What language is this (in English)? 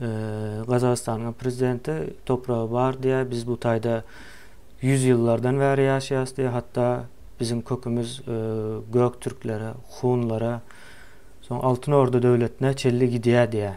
Turkmen